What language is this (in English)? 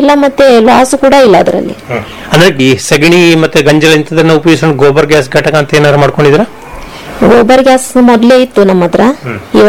Kannada